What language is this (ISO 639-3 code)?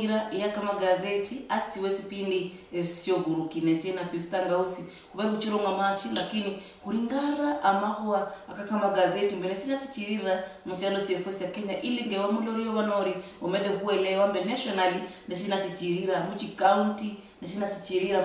luy